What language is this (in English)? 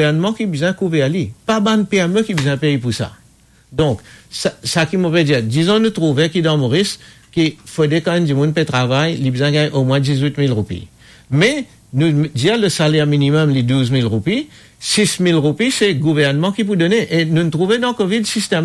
Morisyen